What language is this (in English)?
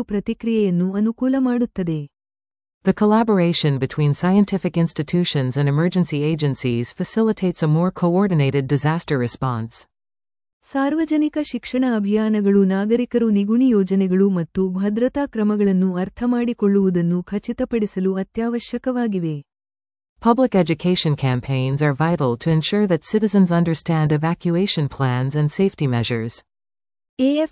Kannada